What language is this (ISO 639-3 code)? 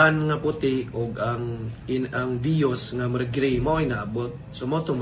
ceb